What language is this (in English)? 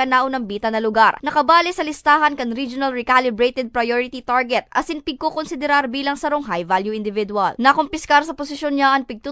Bikol